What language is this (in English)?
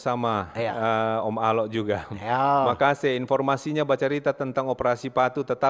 Manado Malay